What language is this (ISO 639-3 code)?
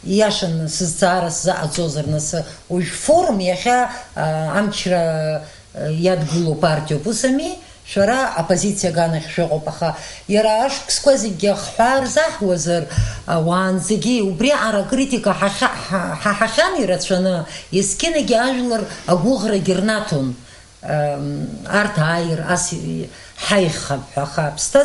abk